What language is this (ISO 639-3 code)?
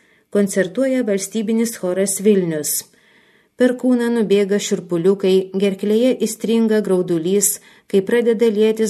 lit